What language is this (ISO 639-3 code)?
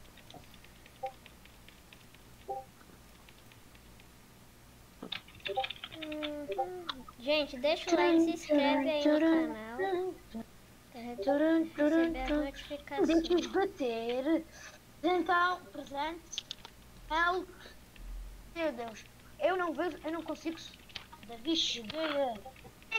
por